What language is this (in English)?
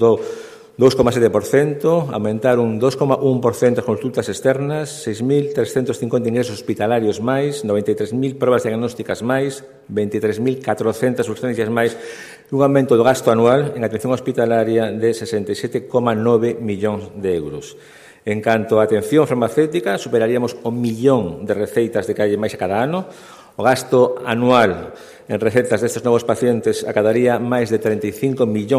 Galician